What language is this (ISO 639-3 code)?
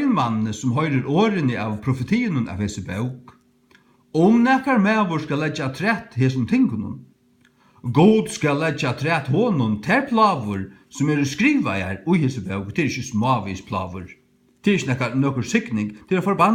fao